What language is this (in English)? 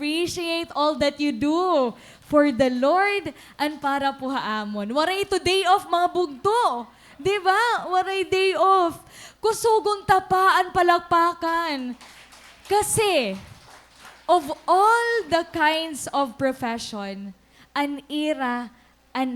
Waray